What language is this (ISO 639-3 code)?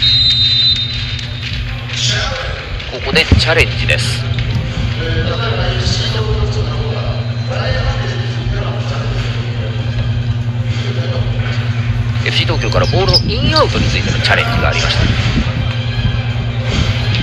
jpn